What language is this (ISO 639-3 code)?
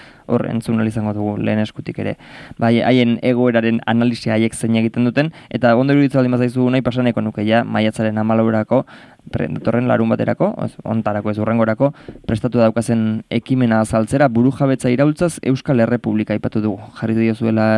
eus